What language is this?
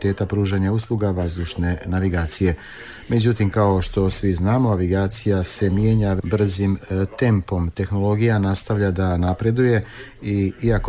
Bosnian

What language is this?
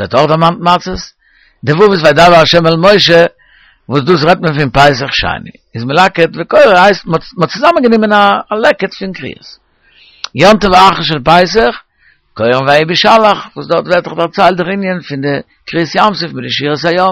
Yiddish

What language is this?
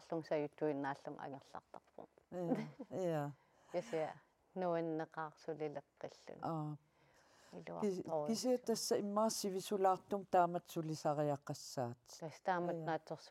Kalaallisut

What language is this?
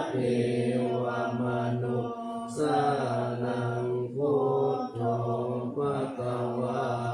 Pali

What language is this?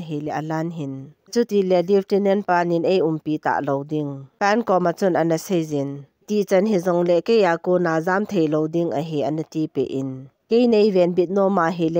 Thado Chin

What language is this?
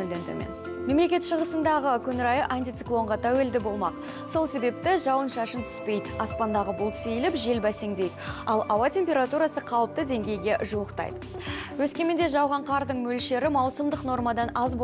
Kazakh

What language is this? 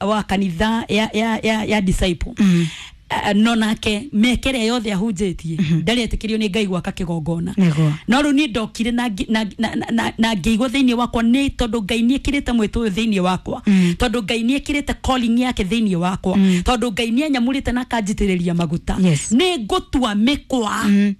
Kikuyu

